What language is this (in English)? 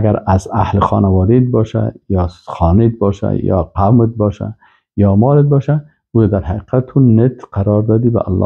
Persian